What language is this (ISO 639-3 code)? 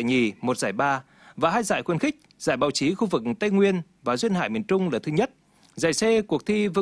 vie